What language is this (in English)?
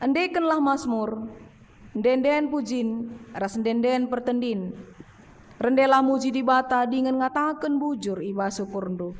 Batak Karo